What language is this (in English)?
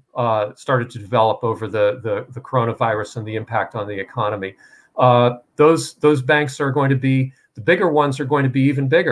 English